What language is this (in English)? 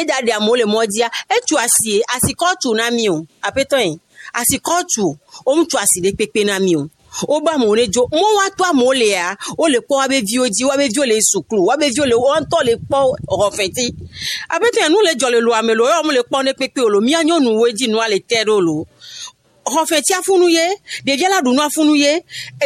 Gen